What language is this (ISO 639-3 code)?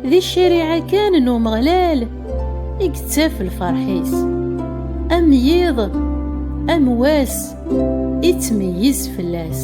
kab